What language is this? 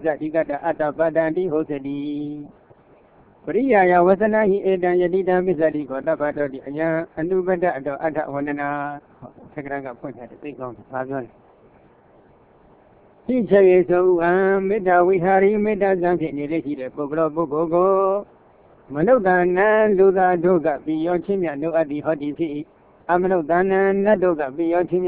Burmese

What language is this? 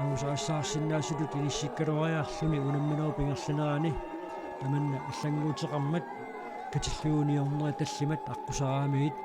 Kalaallisut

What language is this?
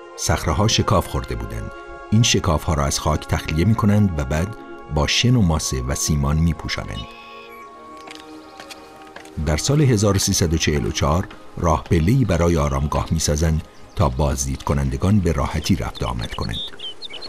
Persian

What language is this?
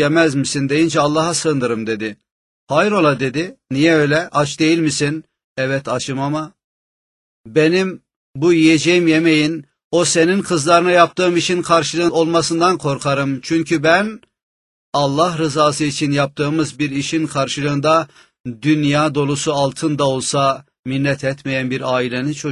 Turkish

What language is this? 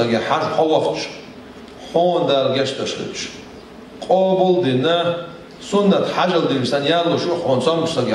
Chechen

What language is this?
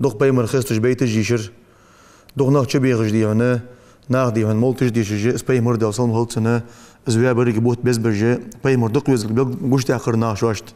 Ingush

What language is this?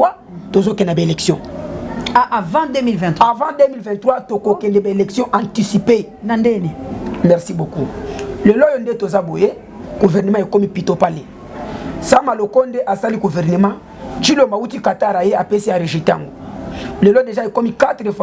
Lingala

